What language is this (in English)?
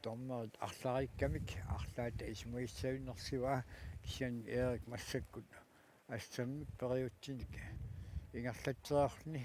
Kalaallisut